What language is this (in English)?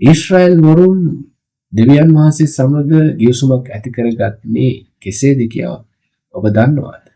Sinhala